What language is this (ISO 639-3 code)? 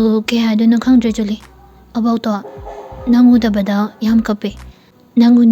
mni